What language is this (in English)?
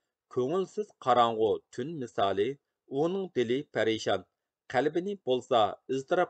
Uyghur